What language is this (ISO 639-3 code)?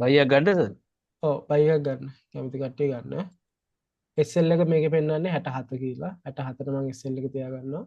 sin